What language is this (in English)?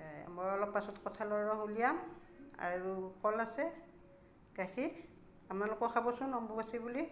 Assamese